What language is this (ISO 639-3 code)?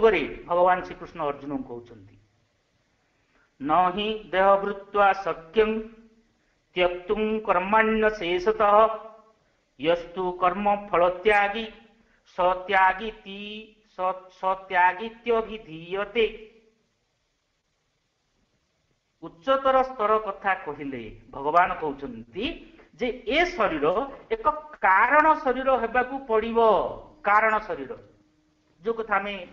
ori